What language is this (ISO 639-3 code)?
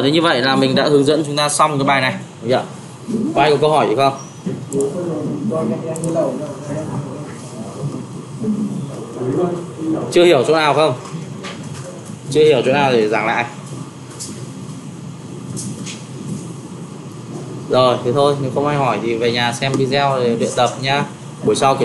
vie